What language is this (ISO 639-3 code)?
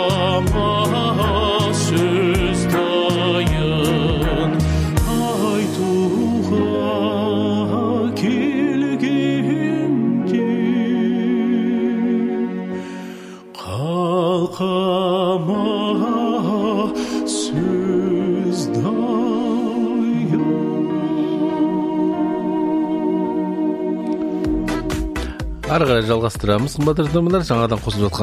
kaz